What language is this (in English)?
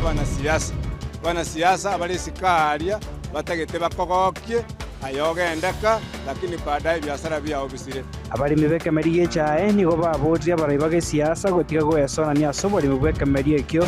Gusii